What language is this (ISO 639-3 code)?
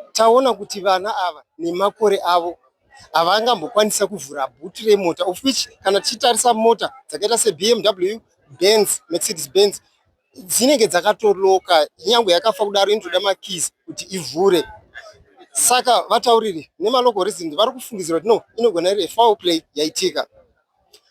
sna